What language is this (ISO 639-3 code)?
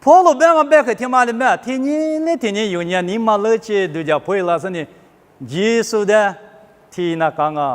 lis